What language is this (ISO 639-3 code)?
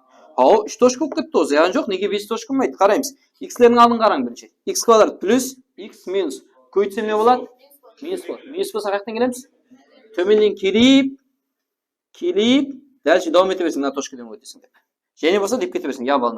kaa